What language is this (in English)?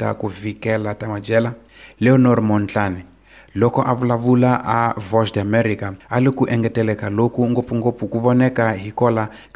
Tsonga